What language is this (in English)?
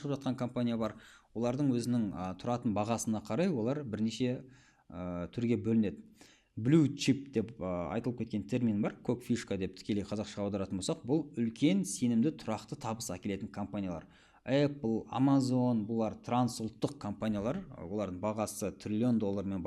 Kazakh